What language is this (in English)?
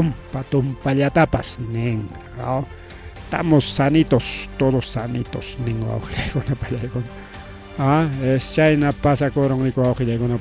Ayacucho Quechua